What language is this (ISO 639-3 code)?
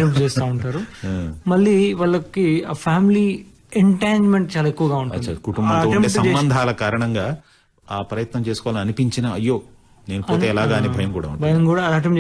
tel